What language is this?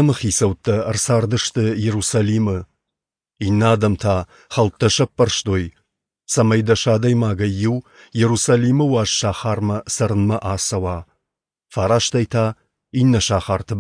Ossetic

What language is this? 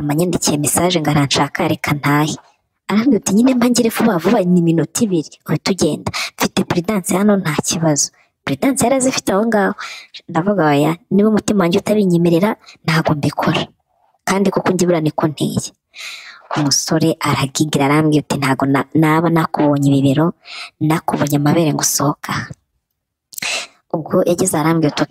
Kinyarwanda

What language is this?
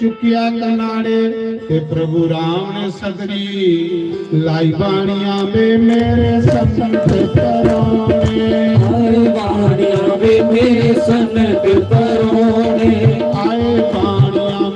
Dogri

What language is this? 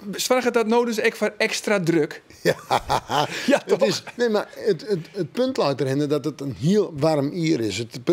Western Frisian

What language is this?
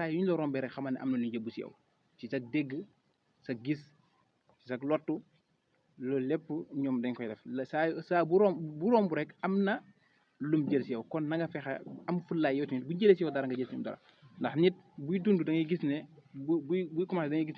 Wolof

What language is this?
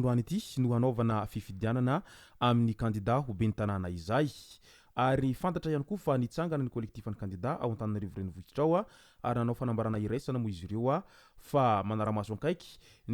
Malagasy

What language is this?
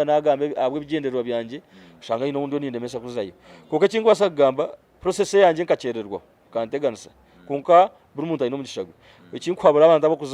Nyankole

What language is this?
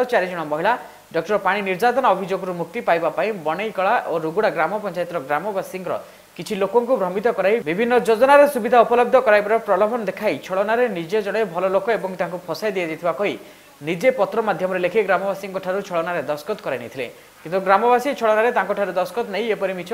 Odia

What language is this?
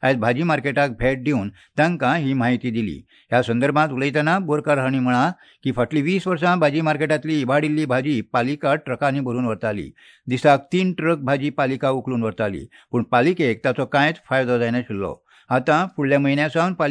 Konkani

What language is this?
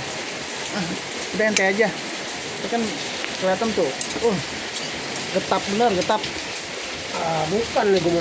Betawi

